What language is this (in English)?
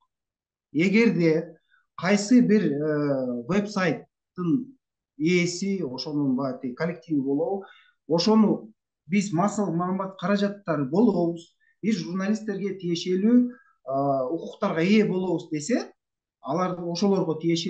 Kyrgyz